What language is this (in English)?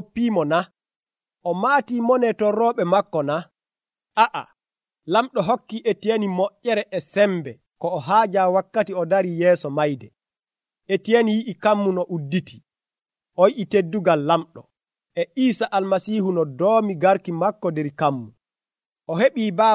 Nigerian Fulfulde